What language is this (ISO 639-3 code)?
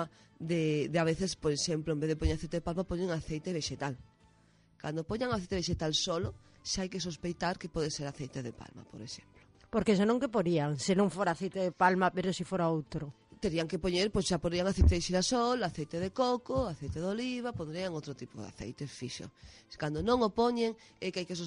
glg